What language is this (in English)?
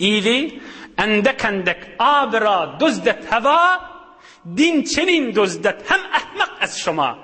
Turkmen